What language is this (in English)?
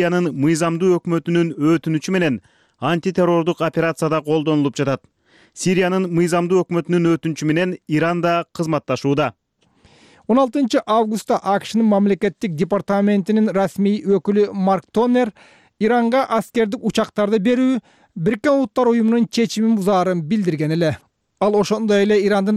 Kyrgyz